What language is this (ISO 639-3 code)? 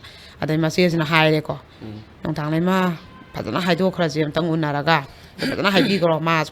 mni